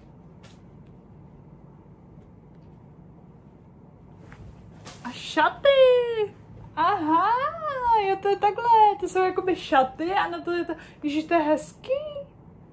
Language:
Czech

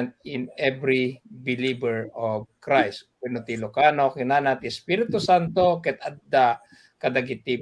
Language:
Iloko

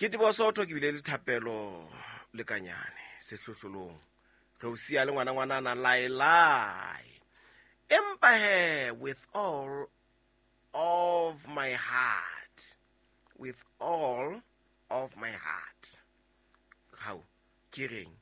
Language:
Southern Sotho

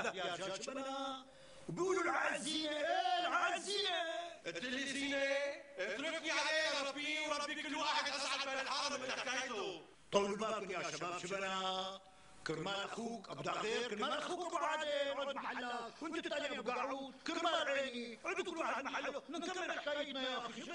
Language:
North Levantine Arabic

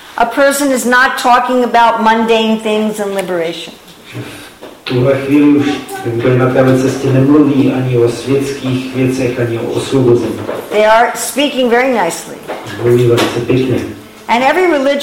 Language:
Czech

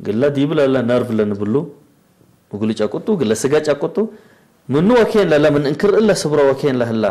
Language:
Tigre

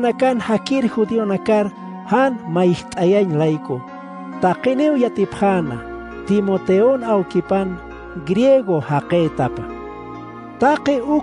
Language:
Aymara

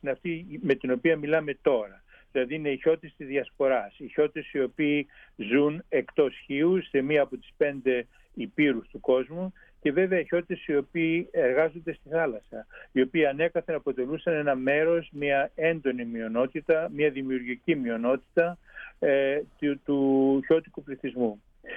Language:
Greek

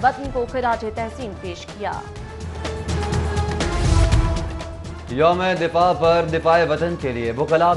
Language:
Urdu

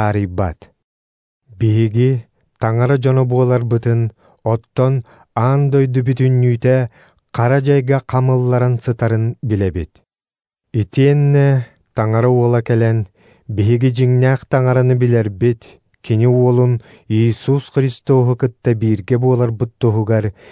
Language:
Yakut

